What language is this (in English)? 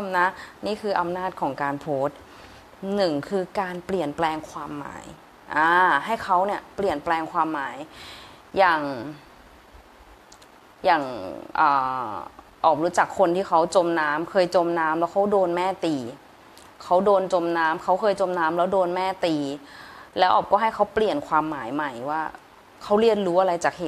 Thai